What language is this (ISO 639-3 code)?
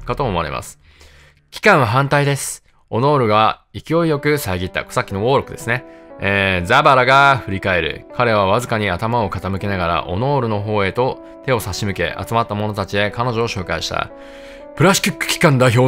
jpn